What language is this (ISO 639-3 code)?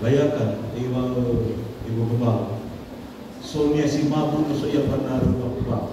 nia